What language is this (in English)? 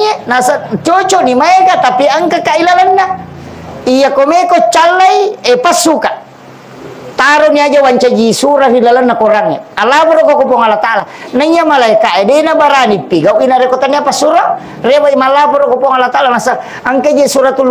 Buginese